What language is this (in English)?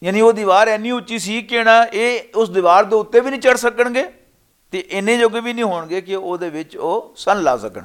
Western Panjabi